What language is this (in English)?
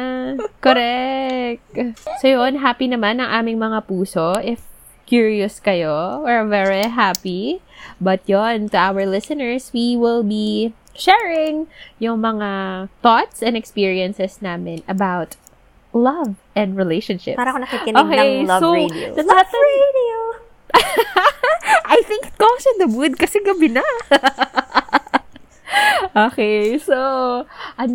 Filipino